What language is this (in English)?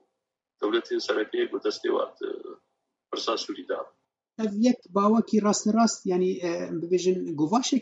Kurdish